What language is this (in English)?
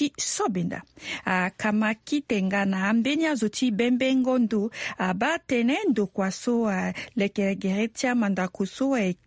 Sango